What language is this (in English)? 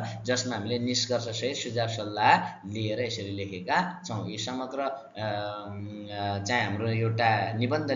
Nepali